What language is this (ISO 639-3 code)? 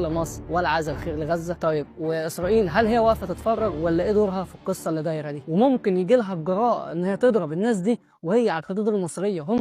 arz